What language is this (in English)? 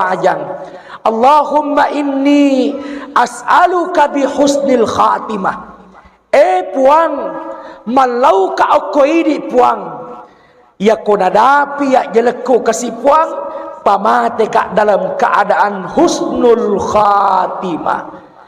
Buginese